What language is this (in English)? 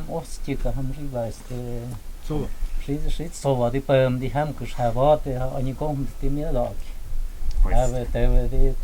Totontepec Mixe